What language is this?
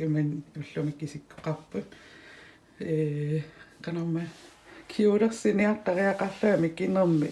Kalaallisut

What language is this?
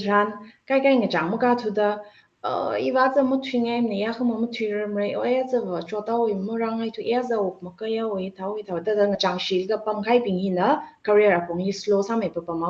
Tangkhul Naga (India)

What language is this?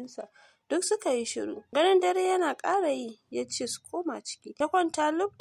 Hausa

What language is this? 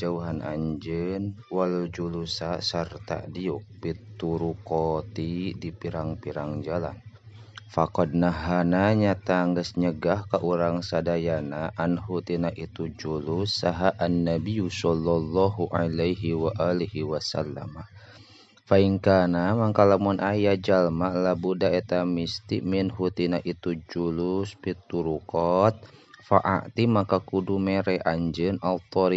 Sundanese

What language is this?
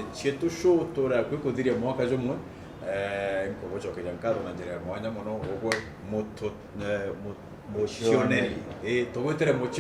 Meru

